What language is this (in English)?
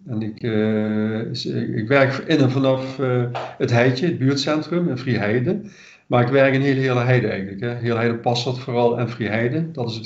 Dutch